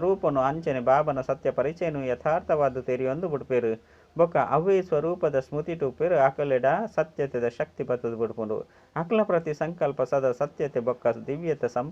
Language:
Tulu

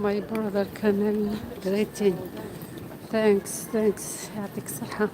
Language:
Algerian Arabic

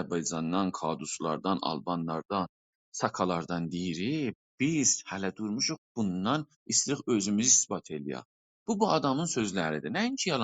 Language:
South Azerbaijani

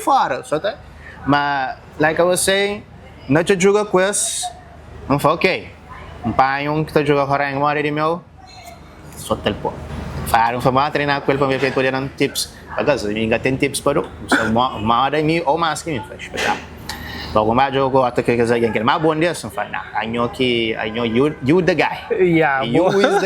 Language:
Kabuverdianu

